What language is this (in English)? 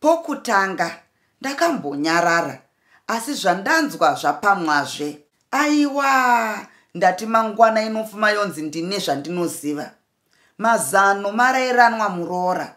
Shona